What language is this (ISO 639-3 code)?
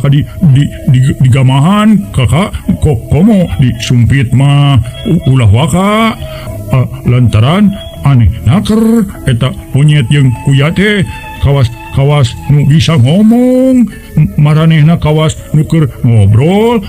sun